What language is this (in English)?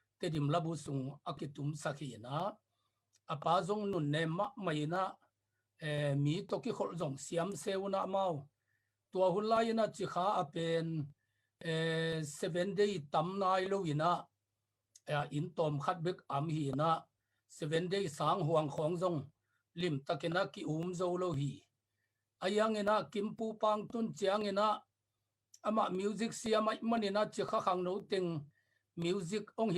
Tedim Chin